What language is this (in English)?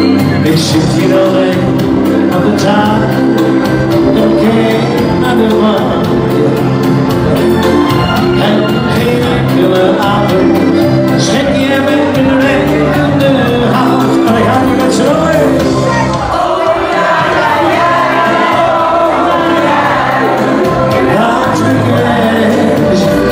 Dutch